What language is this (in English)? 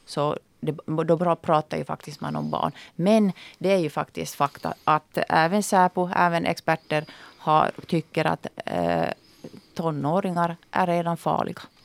Swedish